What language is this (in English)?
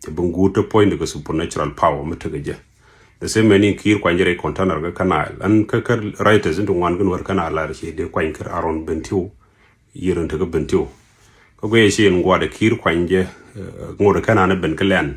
Nuer